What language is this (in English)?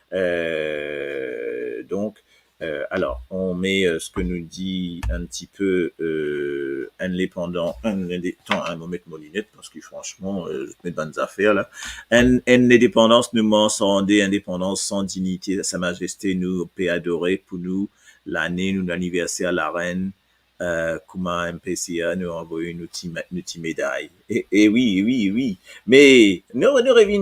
Morisyen